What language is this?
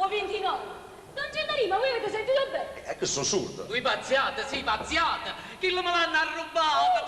Neapolitan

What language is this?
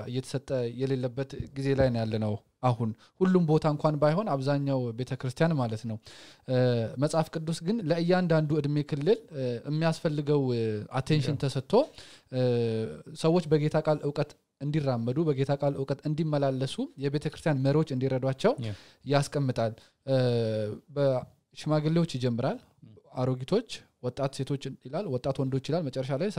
Amharic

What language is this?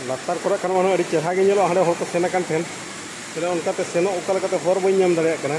Santali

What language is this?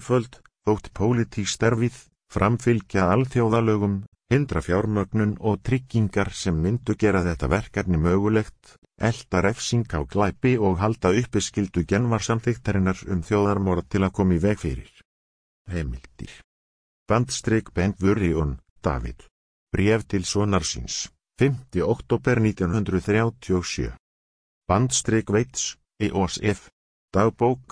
Icelandic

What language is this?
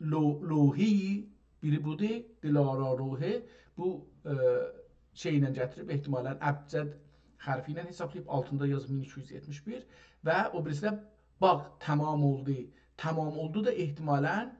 South Azerbaijani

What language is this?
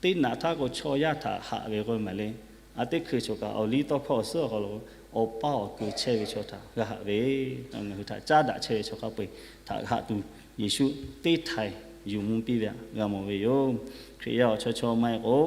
Lahu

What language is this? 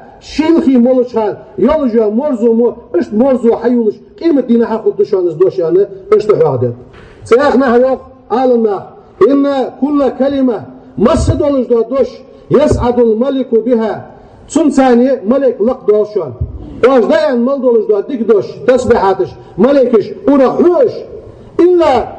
Ingush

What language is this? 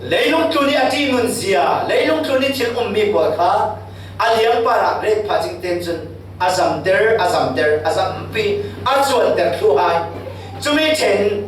Falam Chin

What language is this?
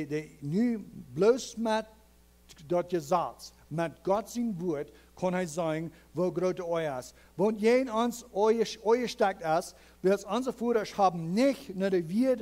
Plautdietsch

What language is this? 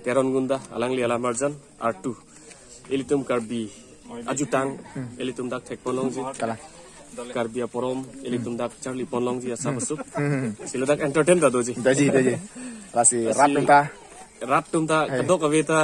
Karbi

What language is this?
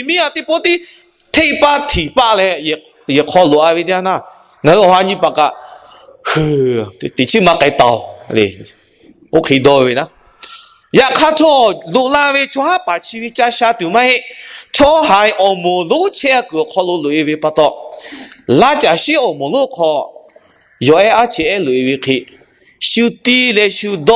Lahu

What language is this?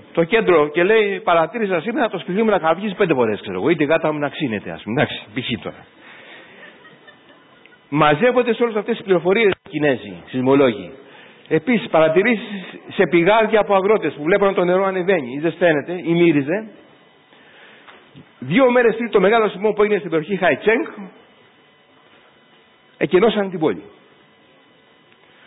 Greek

